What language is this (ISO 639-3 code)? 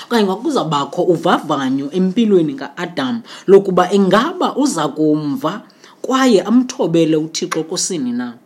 xho